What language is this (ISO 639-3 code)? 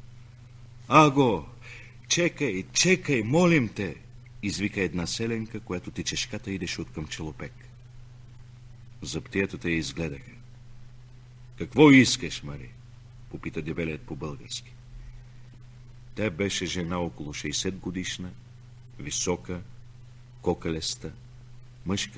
bul